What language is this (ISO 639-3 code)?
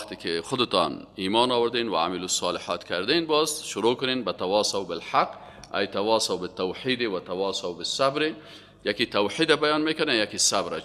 fas